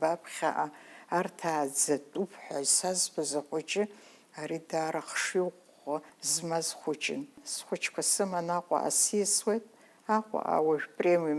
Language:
Abkhazian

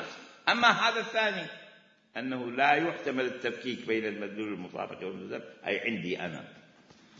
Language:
Mesopotamian Arabic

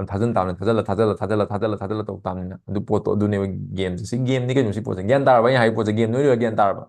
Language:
Manipuri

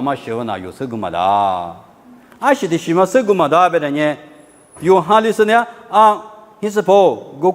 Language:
Lisu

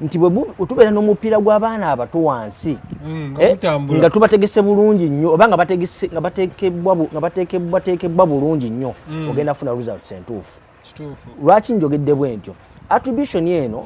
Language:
Ganda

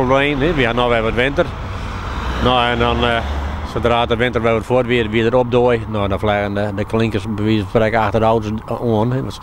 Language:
Western Frisian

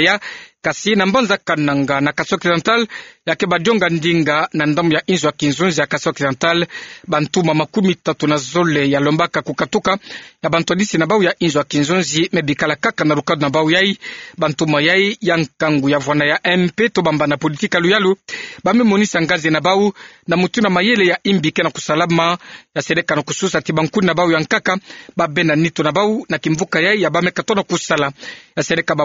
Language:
Kituba (Democratic Republic of Congo)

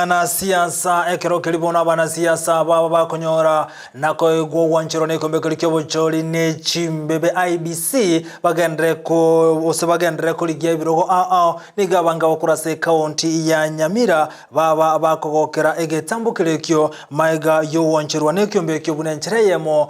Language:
Gusii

